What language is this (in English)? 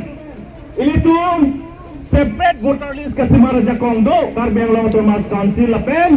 Karbi